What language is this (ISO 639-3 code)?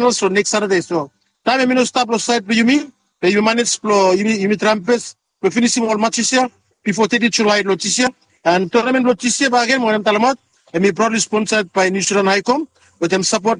bis